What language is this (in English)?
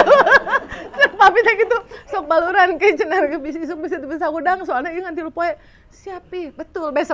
Sundanese